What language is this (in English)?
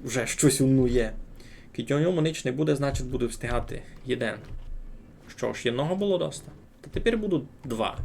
Rusyn